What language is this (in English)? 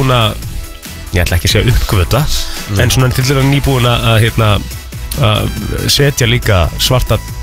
Icelandic